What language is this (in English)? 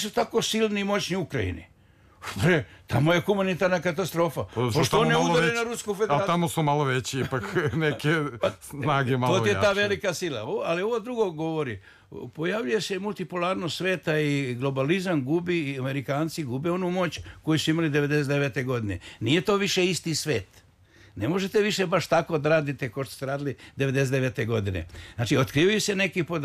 Serbian